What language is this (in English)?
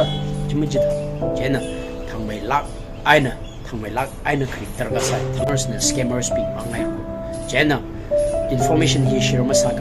Tangkhul Naga (India)